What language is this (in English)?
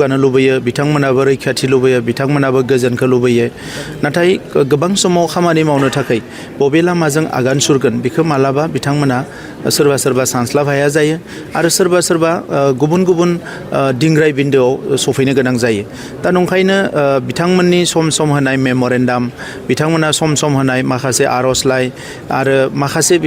Bodo